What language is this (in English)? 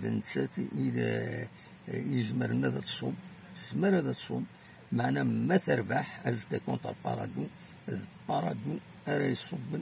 Kabyle